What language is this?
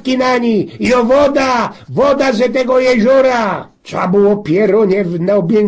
Silesian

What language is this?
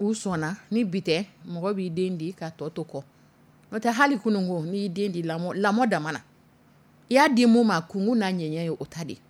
Dyula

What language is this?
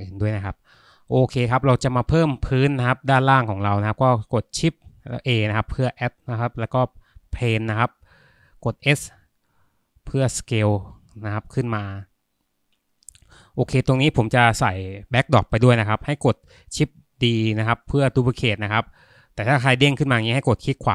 Thai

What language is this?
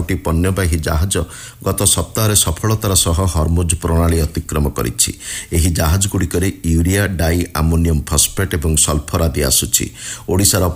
Odia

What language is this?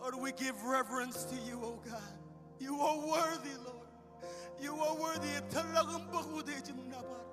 Marshallese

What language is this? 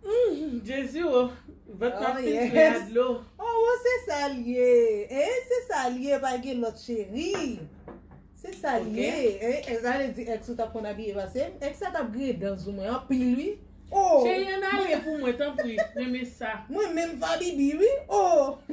Haitian Creole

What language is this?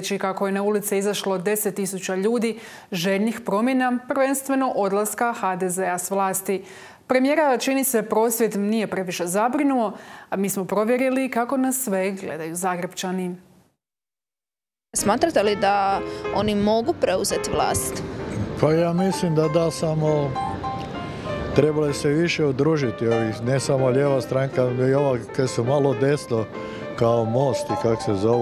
Croatian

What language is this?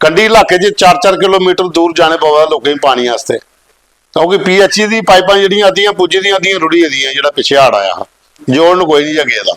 Dogri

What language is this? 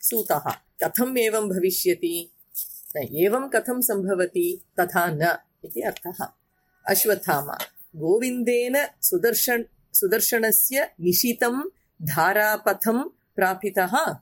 Sanskrit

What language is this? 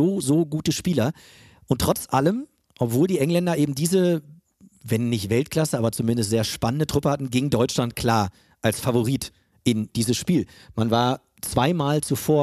German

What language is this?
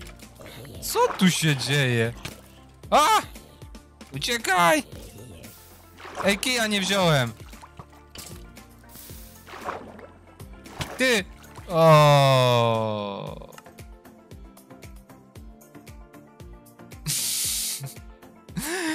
Polish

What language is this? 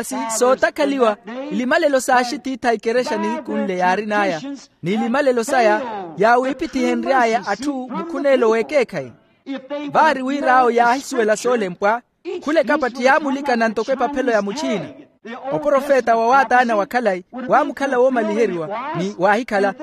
Makhuwa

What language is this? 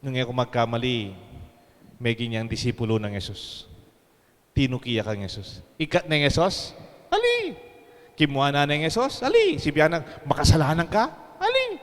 Pampanga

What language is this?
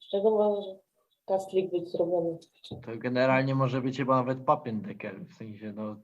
Silesian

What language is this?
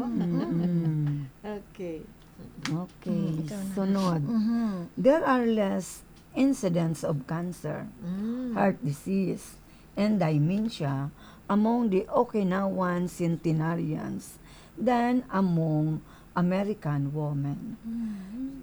Filipino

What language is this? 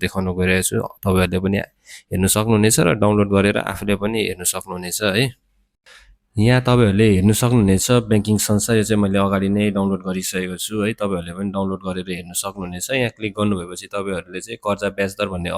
Nepali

